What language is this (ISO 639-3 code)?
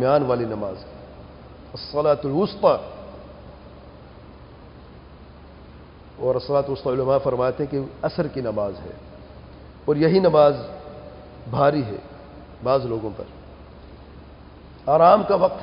urd